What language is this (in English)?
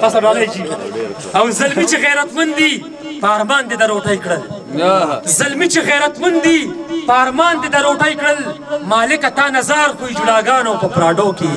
Pashto